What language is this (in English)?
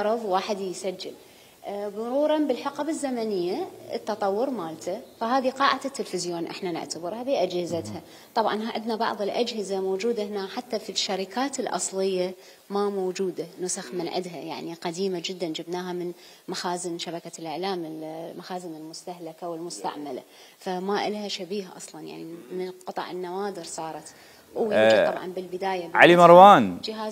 Mesopotamian Arabic